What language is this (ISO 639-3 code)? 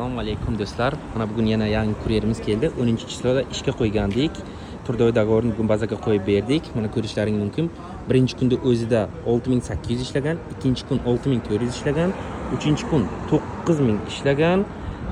uzb